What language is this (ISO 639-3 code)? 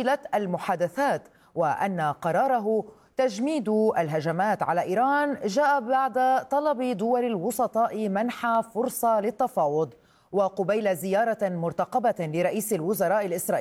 ara